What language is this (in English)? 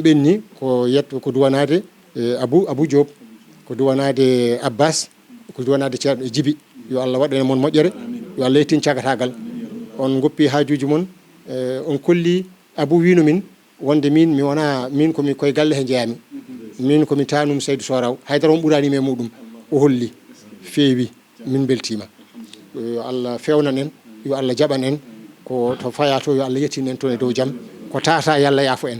Fula